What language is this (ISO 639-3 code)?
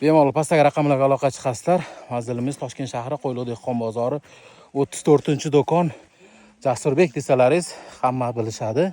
uzb